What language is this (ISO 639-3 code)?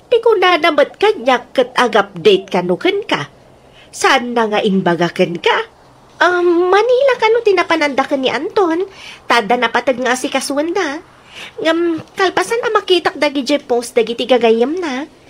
ilo